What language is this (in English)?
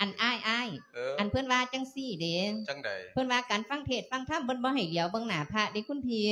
Lao